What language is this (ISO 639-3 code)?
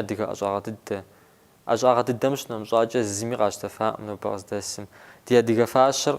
kbd